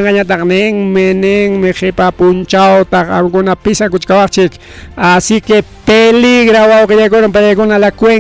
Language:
Ayacucho Quechua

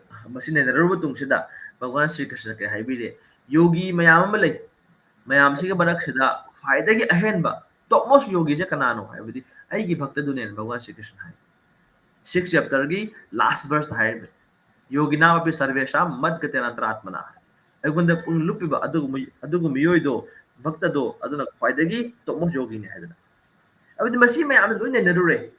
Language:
Manipuri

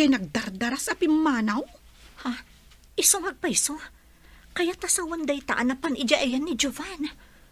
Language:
Iloko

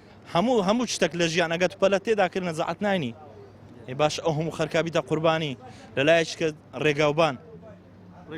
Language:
Central Kurdish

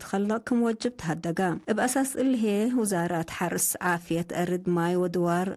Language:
Tigre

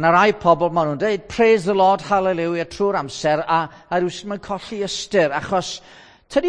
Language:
Welsh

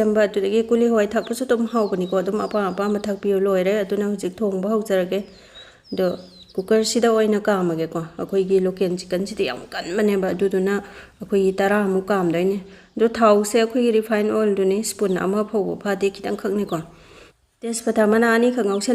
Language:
Manipuri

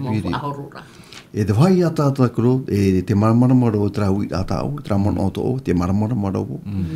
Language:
Tahitian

